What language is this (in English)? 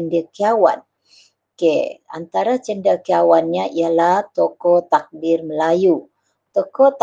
Malay